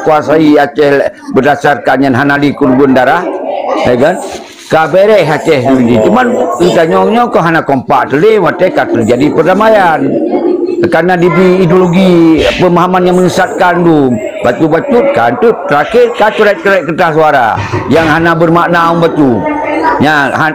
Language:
Achinese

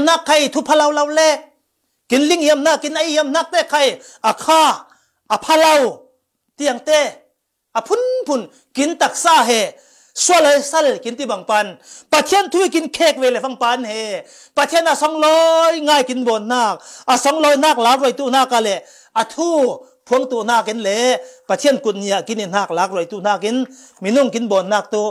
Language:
Falam Chin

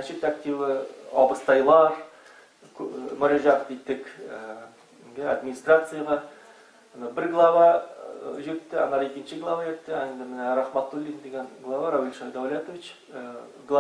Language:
Tatar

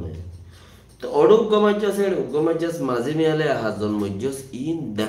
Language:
Rohingya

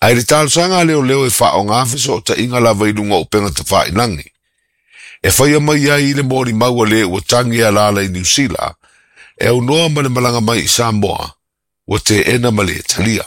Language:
Samoan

